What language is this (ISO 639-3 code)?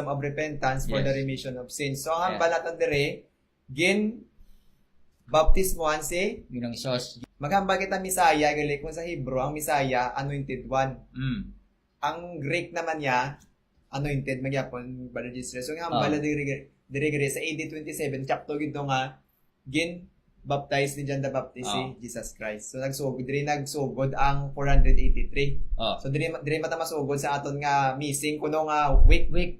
hil